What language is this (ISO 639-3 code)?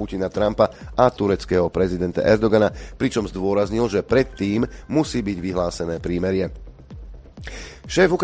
slk